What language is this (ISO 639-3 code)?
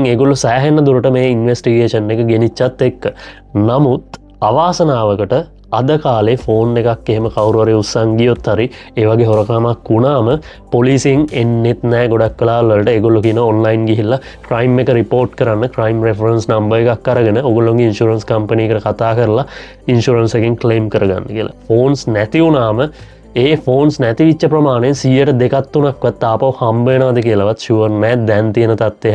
sin